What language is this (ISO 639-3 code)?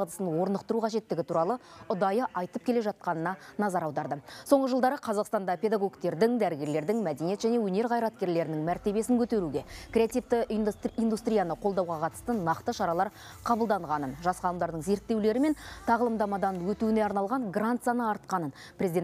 kaz